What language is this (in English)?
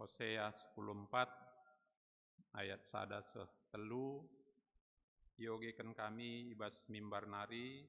Batak Karo